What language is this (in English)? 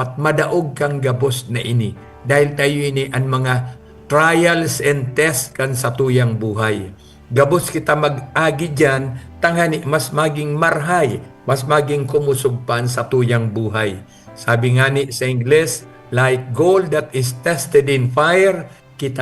Bikol